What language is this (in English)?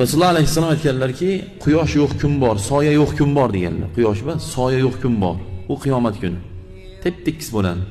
Uzbek